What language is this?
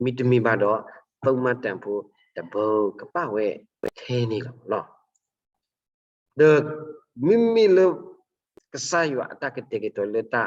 S'gaw Karen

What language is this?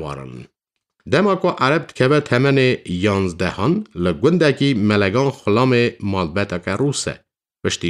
Kurdish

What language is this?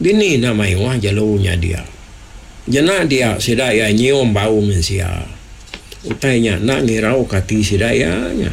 Iban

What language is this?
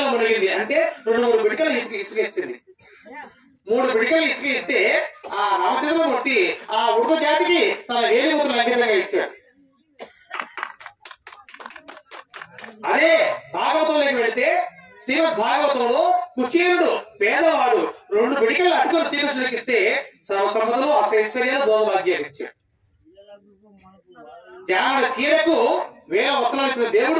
Telugu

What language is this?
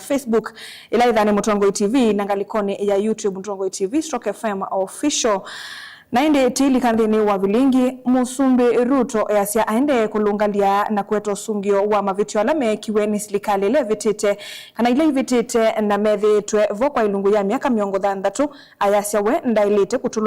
Kamba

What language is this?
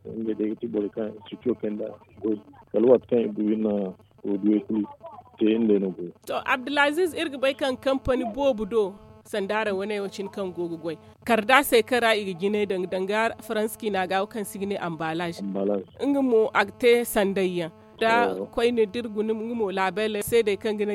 Zarma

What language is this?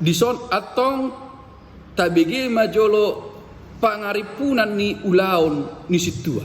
Batak Toba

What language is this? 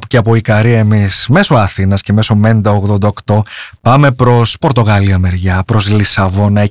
Greek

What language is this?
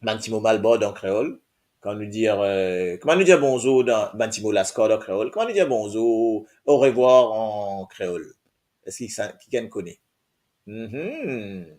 Morisyen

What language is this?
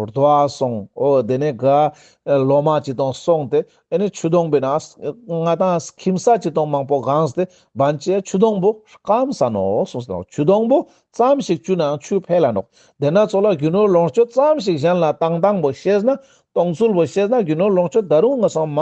Ladakhi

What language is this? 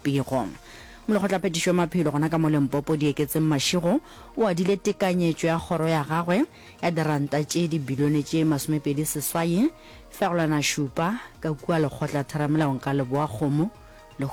Northern Sotho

